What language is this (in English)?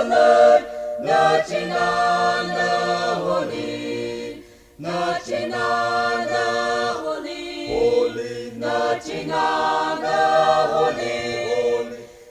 Tangkhul Naga (India)